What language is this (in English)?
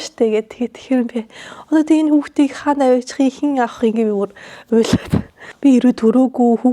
Mongolian